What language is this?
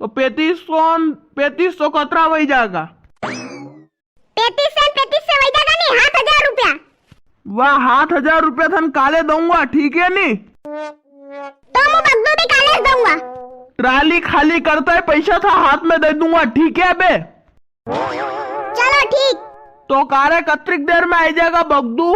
Rajasthani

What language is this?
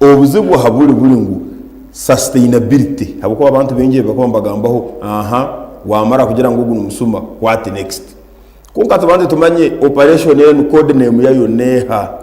Nyankole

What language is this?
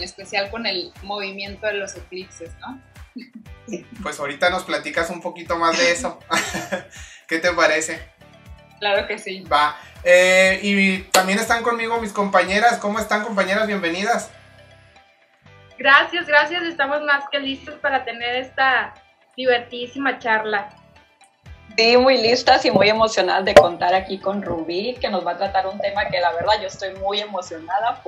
Spanish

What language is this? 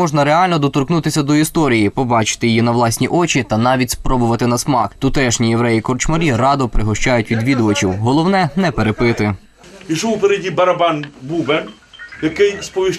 Ukrainian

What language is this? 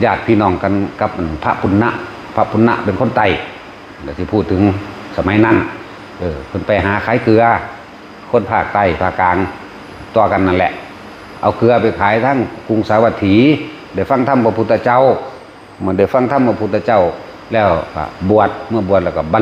Northeastern Thai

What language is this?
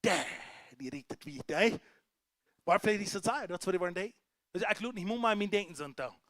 Plautdietsch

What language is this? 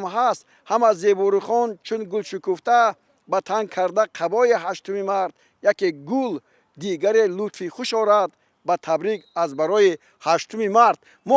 Tajik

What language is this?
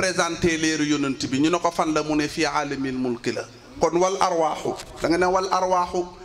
Wolof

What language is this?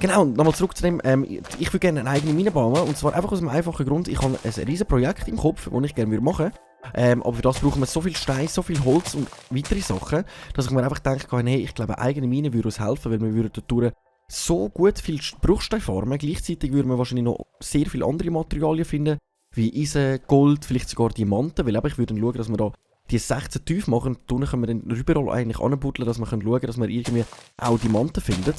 Swiss German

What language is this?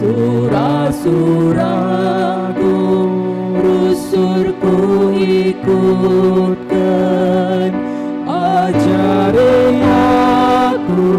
Batak Karo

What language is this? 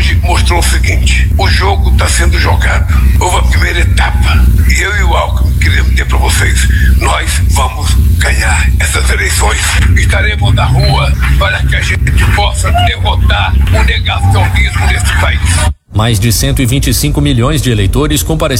Portuguese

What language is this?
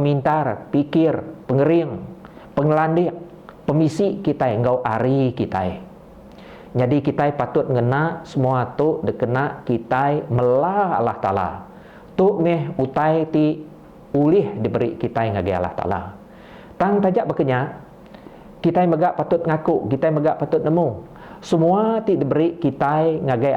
Iban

